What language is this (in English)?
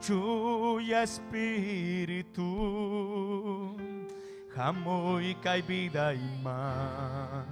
Ayacucho Quechua